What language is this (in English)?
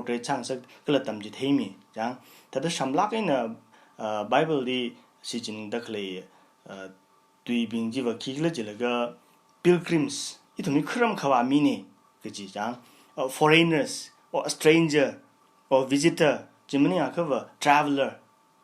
Tangkhul Naga (India)